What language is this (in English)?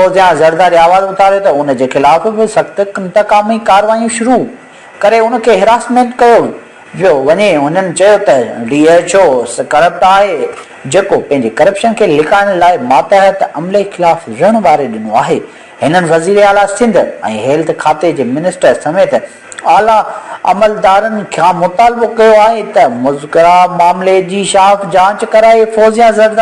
Sindhi